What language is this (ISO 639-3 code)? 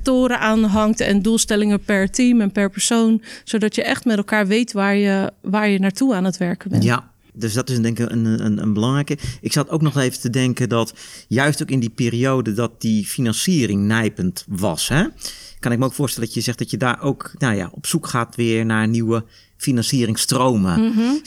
nld